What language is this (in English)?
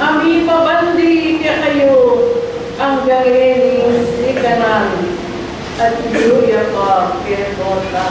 Pampanga